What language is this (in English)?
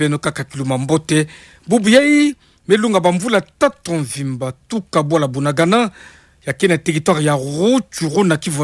Kituba (Democratic Republic of Congo)